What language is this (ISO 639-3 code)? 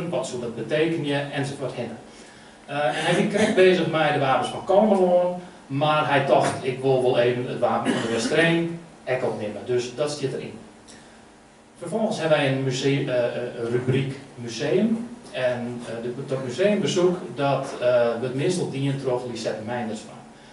nld